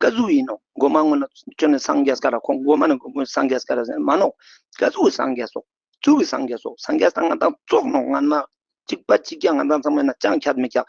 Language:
Ladakhi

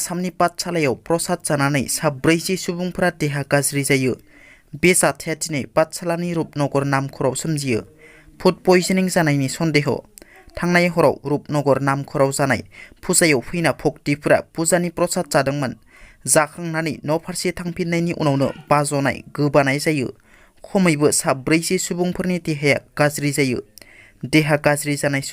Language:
Bodo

